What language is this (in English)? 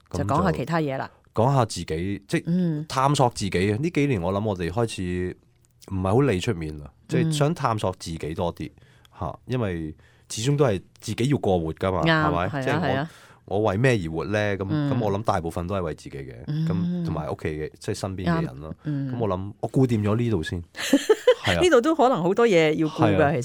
Cantonese